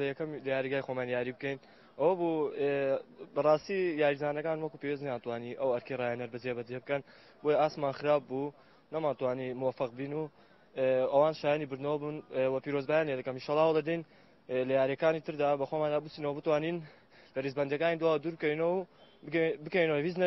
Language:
Central Kurdish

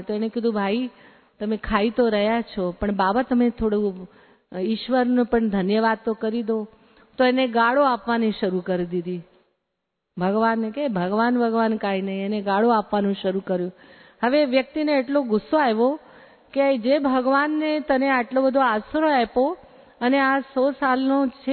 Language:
Gujarati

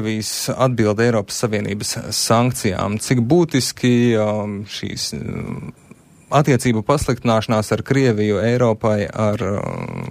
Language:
Latvian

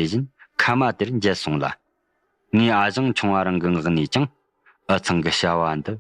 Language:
Tibetan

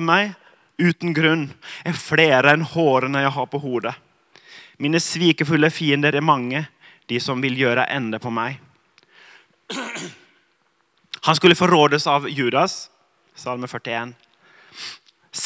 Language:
Norwegian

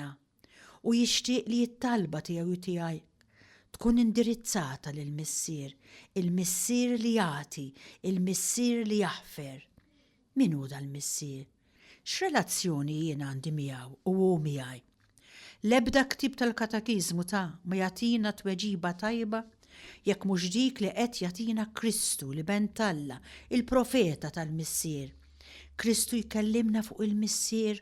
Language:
Maltese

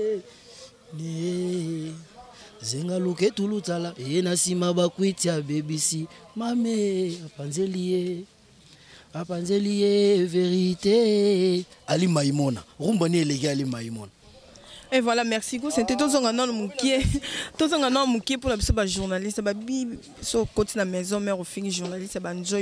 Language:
Lingala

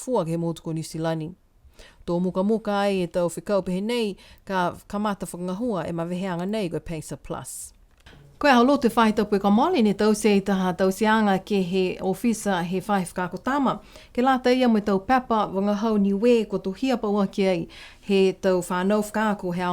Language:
Niuean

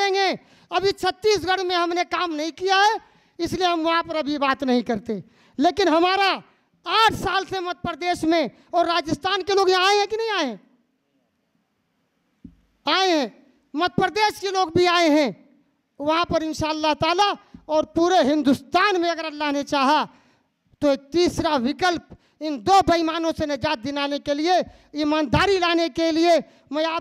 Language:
Hindi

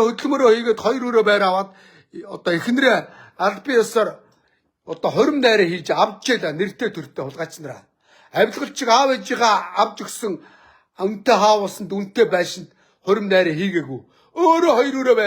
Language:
Mongolian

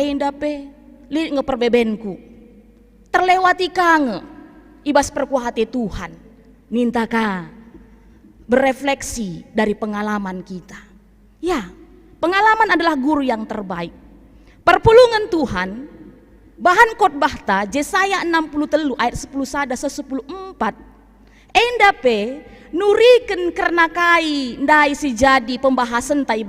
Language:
Batak Karo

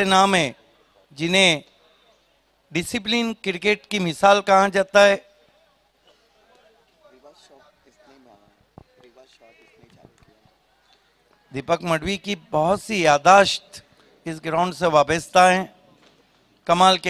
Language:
Hindi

